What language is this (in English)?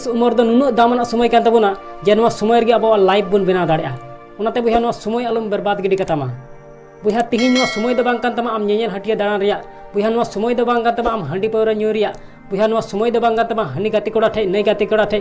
Santali